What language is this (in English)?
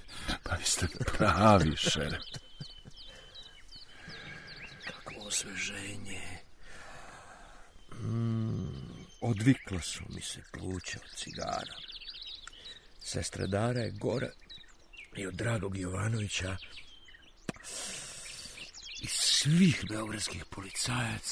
Serbian